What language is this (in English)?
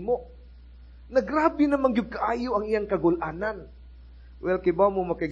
Cebuano